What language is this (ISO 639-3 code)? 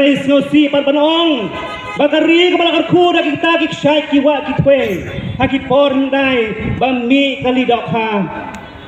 kha